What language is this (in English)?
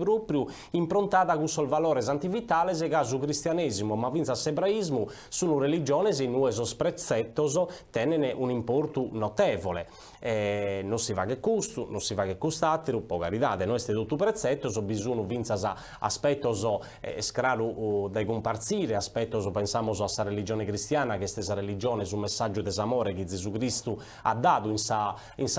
Sardinian